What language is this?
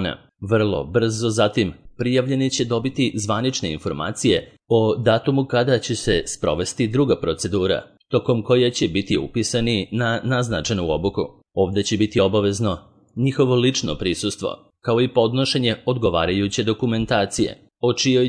Serbian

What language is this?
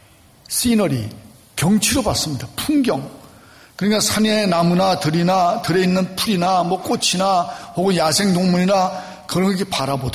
Korean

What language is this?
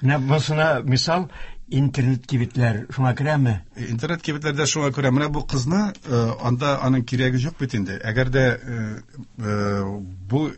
Tatar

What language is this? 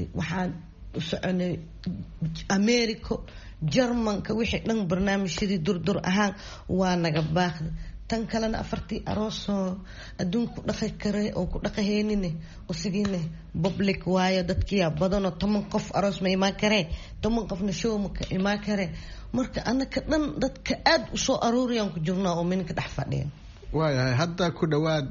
Somali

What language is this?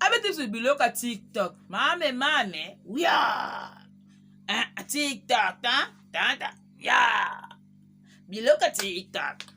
Lingala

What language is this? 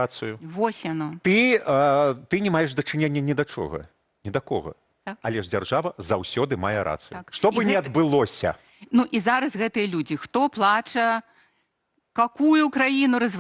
Belarusian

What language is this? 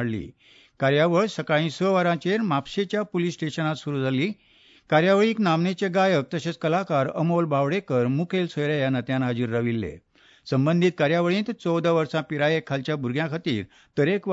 Konkani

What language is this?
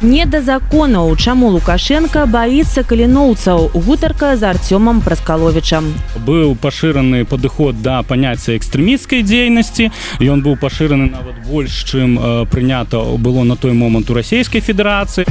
Belarusian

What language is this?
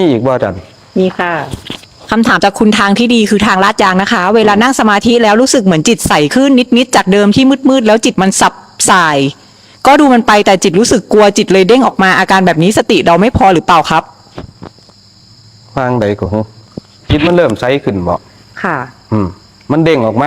Northeastern Thai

